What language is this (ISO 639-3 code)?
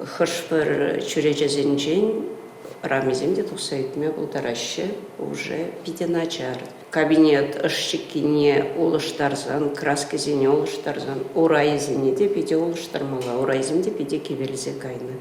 chv